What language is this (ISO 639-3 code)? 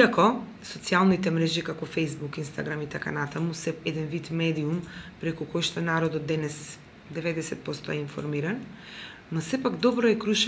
mkd